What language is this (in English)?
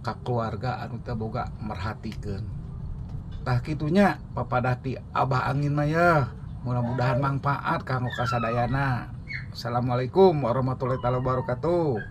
Sundanese